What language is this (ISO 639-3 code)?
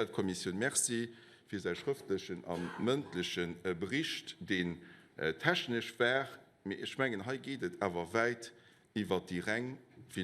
ltz